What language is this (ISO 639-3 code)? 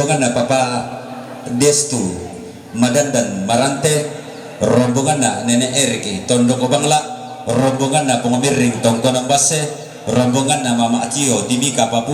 sda